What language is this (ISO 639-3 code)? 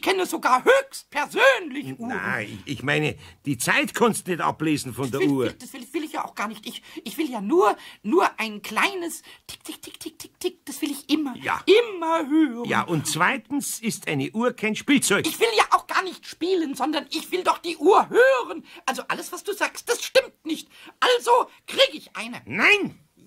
deu